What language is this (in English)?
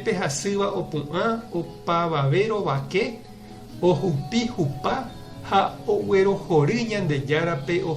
Guarani